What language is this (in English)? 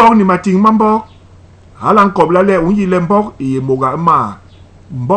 Basaa